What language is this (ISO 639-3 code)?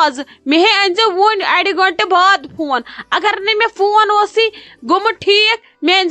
kas